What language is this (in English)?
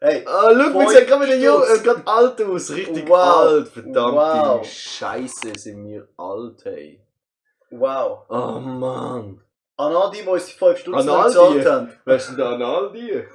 Swiss German